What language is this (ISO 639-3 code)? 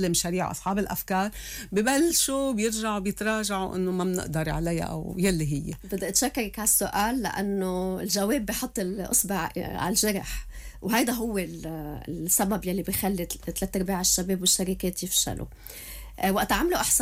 apc